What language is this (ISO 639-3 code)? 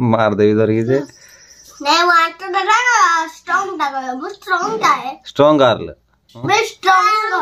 ori